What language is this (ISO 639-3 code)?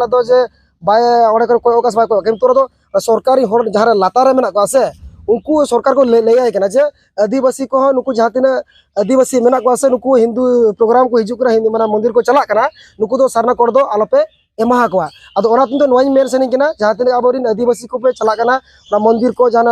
sat